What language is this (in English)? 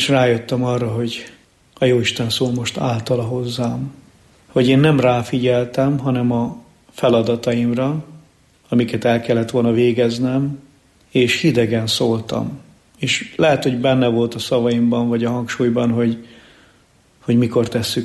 Hungarian